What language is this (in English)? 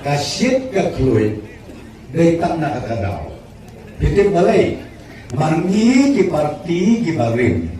Khasi